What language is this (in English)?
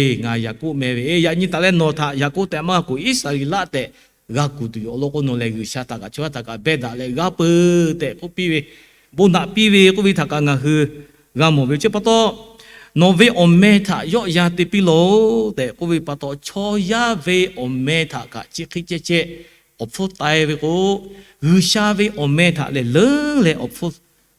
Lahu